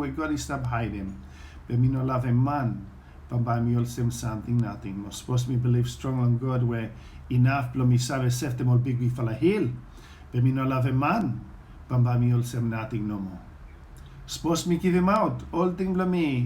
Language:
Bislama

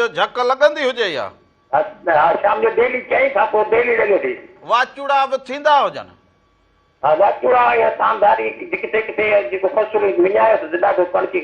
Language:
Sindhi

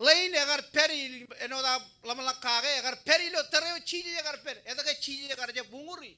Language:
Marshallese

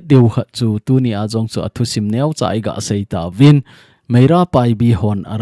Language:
Thado Chin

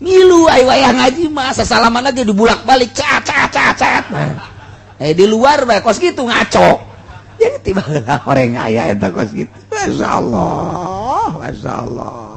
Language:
Sundanese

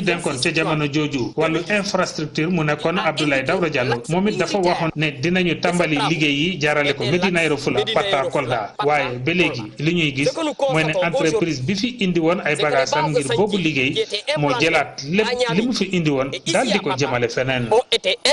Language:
Wolof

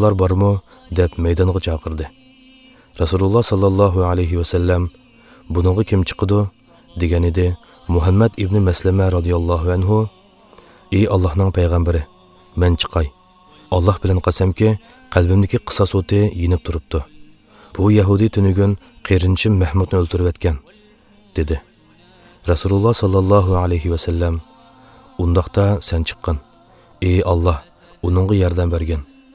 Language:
Uyghur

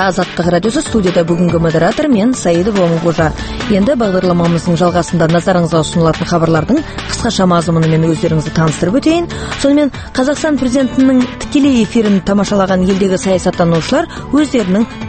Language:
Kazakh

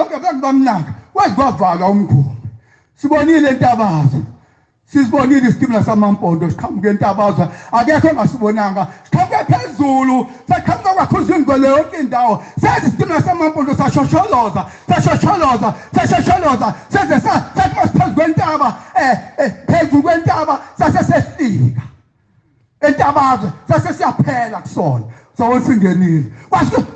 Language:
Zulu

